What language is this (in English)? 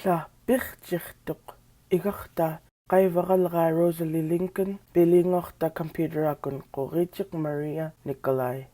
Central Yupik